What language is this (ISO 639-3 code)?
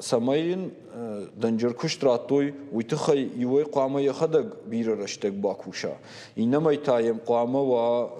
oss